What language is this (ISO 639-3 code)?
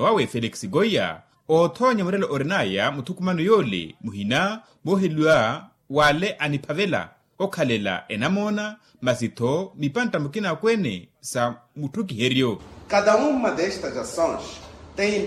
vmw